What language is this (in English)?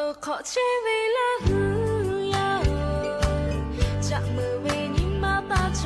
Lahu